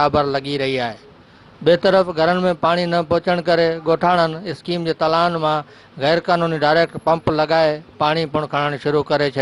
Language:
Sindhi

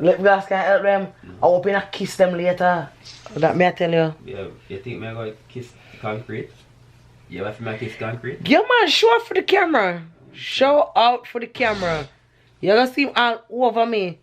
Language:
Jamaican Creole English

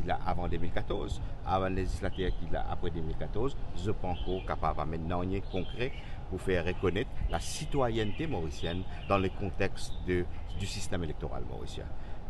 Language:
Morisyen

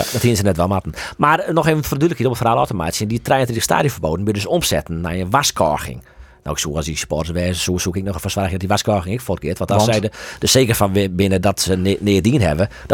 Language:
Western Frisian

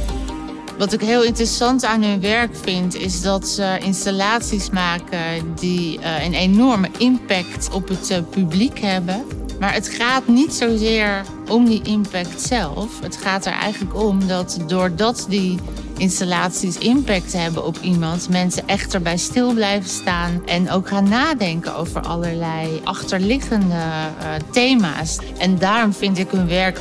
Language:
Dutch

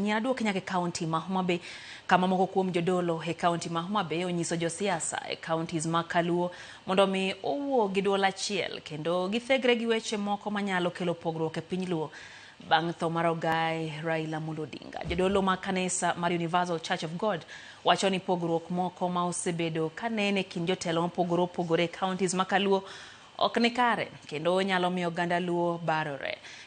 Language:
Luo (Kenya and Tanzania)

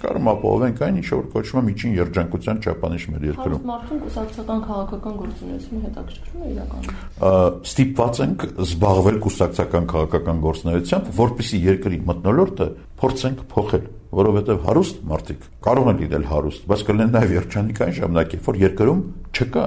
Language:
Armenian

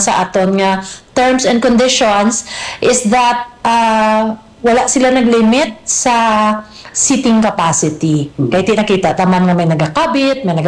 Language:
Hiligaynon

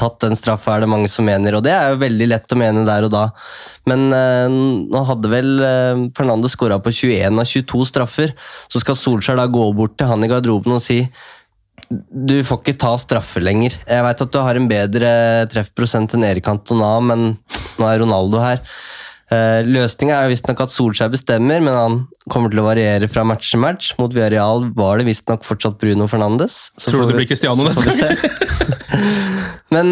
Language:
Norwegian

